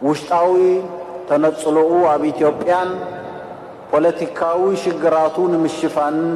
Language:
Tigrinya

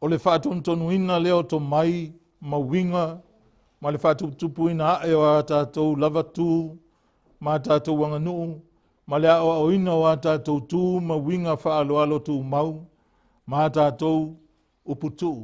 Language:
Samoan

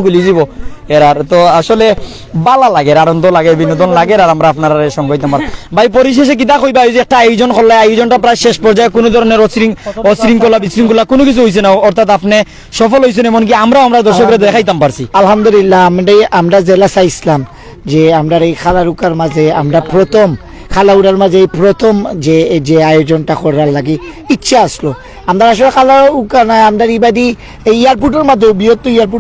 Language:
Sylheti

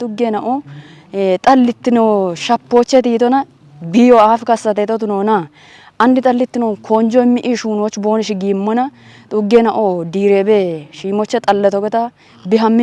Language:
Kafa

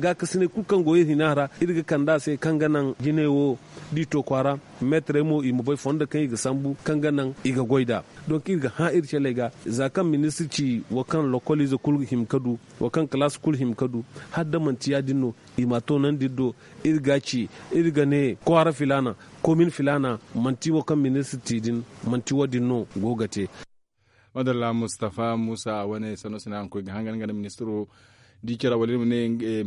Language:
Zarma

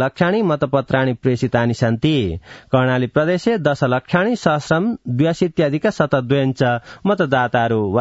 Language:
Sanskrit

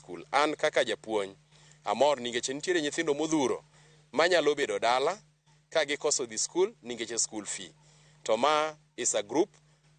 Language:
Luo (Kenya and Tanzania)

